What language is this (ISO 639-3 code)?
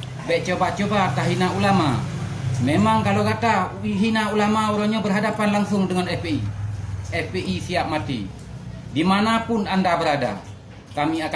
ace